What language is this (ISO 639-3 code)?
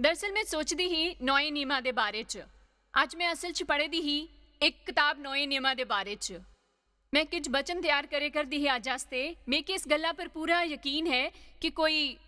doi